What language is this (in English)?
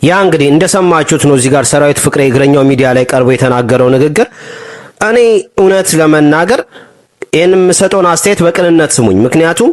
Amharic